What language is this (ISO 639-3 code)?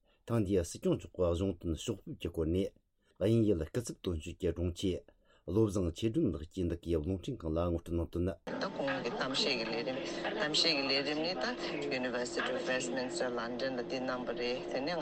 bod